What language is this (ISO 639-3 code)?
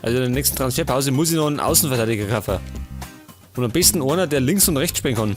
bar